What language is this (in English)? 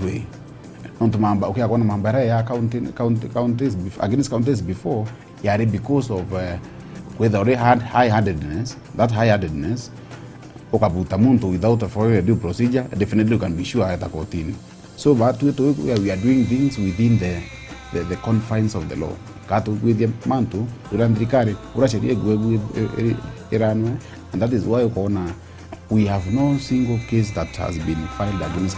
Meru